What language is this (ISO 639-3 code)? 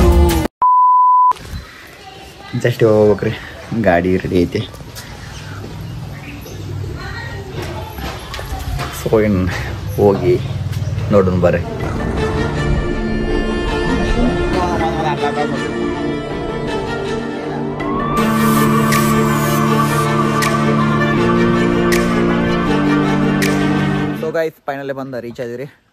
kan